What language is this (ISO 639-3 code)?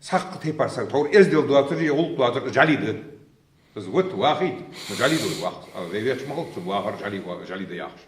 inh